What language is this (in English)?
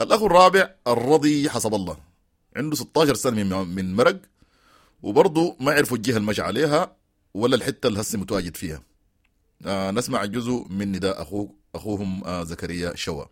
Sudanese Arabic